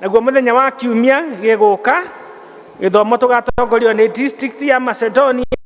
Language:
Kikuyu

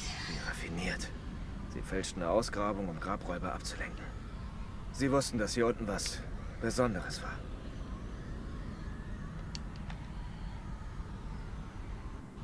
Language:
German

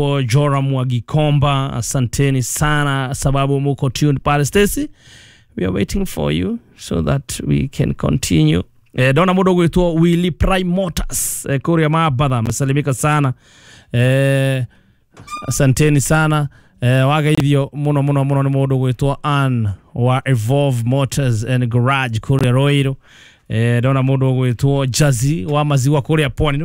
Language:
Kikuyu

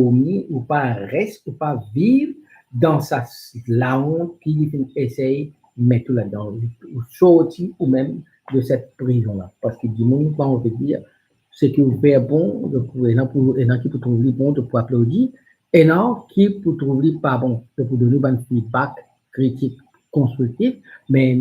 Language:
Morisyen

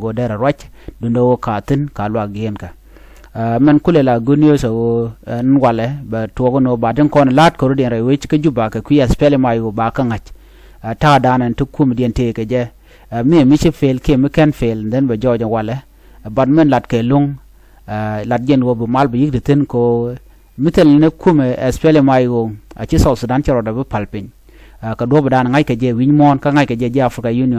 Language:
Nuer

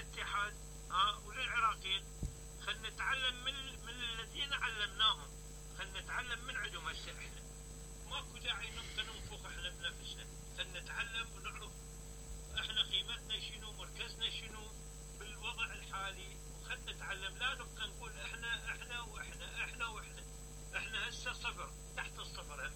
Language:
Mesopotamian Arabic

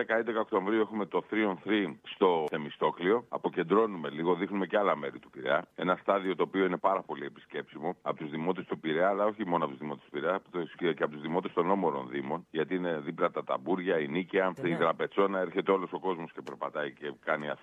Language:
Greek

